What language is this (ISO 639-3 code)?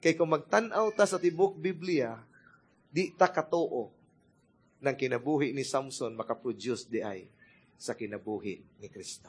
ceb